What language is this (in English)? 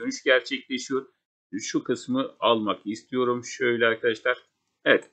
Turkish